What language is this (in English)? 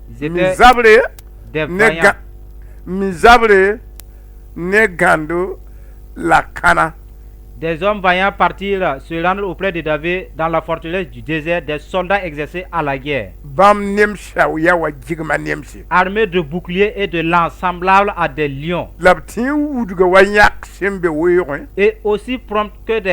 Mossi